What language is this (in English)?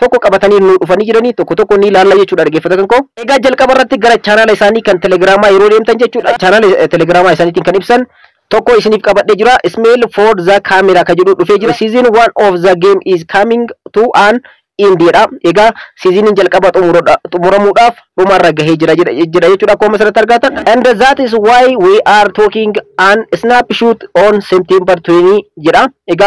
Oromo